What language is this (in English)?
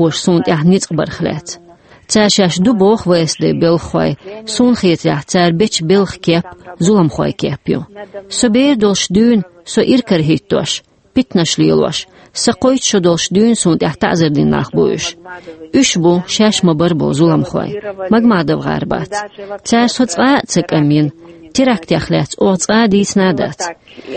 Chechen